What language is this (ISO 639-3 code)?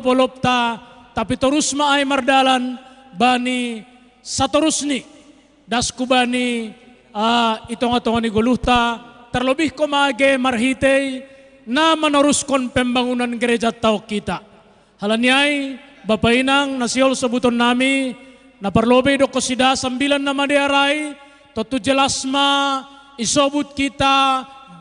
bts